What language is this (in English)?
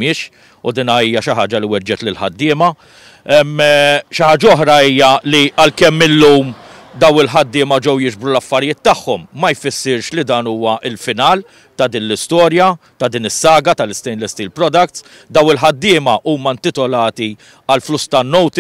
Maltese